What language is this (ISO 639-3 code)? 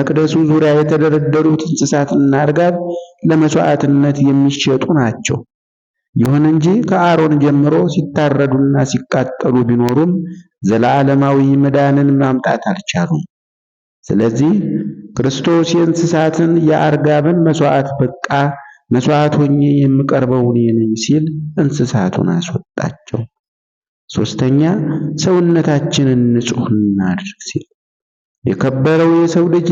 amh